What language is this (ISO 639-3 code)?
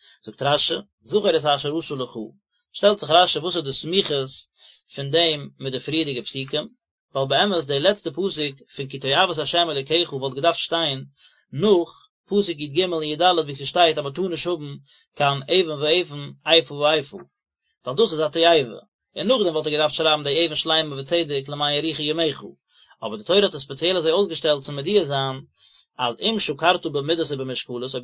yid